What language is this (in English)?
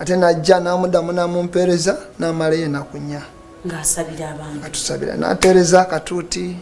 Ganda